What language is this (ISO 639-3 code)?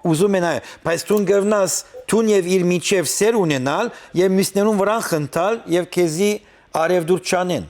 hyw